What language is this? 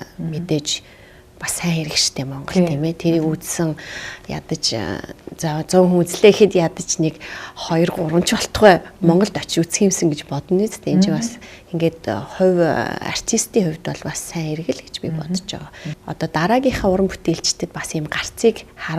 Mongolian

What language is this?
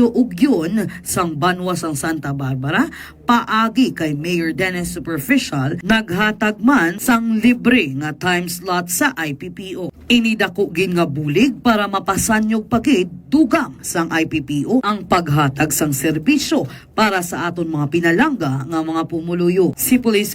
Hiligaynon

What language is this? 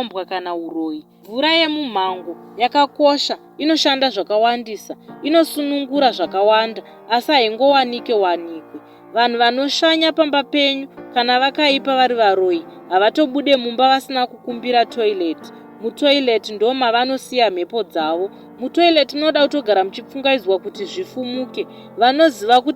Shona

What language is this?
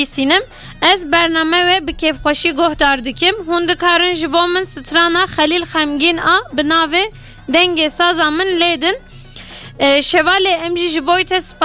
Kurdish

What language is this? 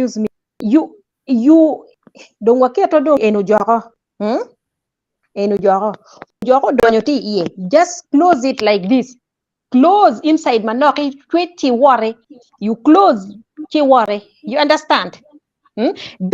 Acoli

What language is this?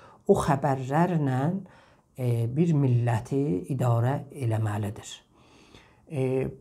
South Azerbaijani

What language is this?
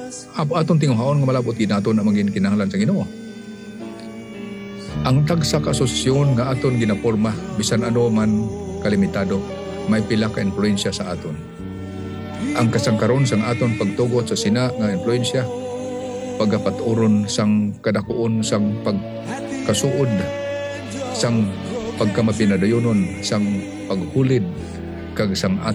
Hiligaynon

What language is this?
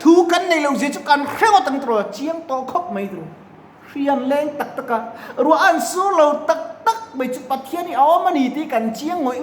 Mizo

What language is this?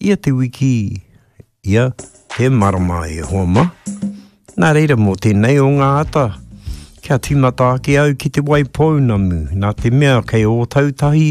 Māori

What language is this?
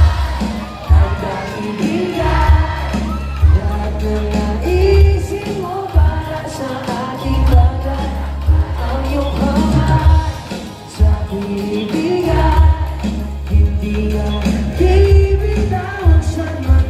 Filipino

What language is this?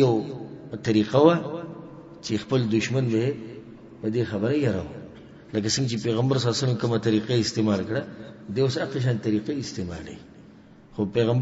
Pashto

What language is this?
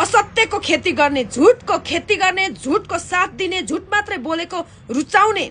Nepali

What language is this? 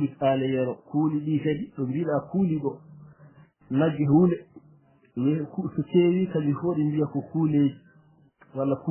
Fula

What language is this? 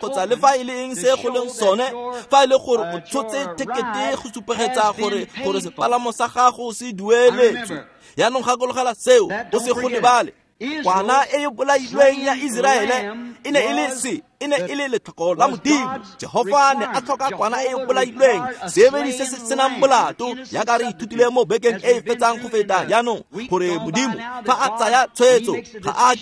Tswana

